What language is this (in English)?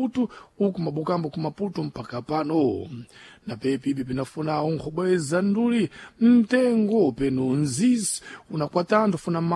Sena